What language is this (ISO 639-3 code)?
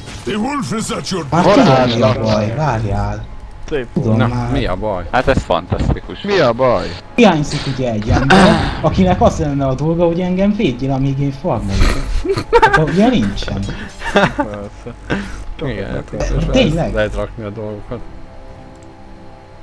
hun